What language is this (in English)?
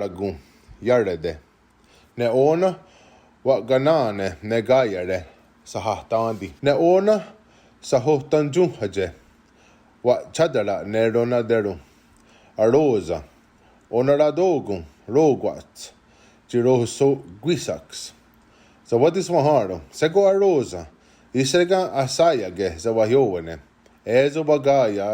Mohawk